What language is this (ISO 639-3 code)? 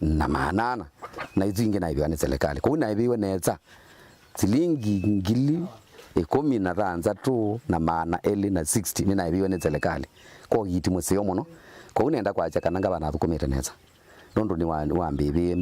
kam